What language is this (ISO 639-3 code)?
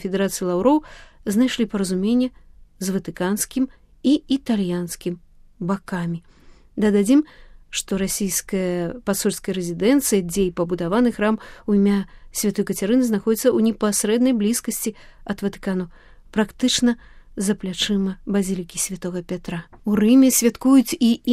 bel